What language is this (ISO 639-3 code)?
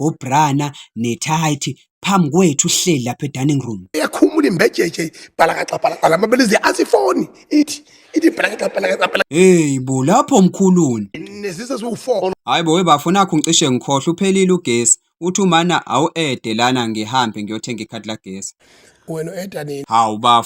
zul